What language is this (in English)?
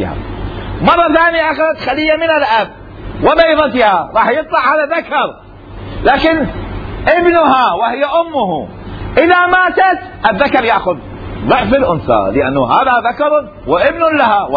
Mesopotamian Arabic